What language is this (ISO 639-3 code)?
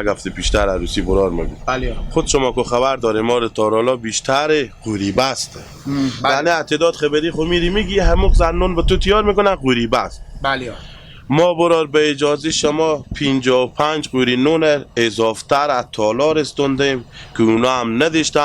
fas